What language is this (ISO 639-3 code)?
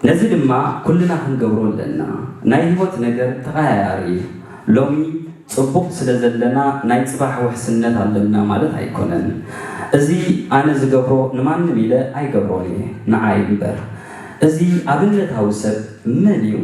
tir